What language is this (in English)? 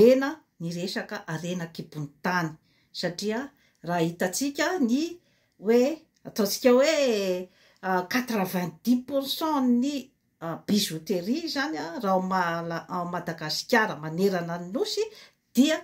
Malagasy